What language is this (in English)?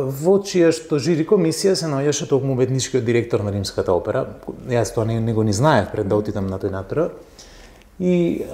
Macedonian